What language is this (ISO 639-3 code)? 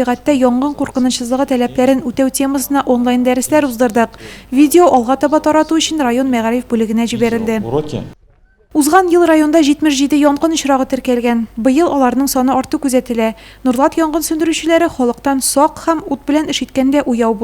tat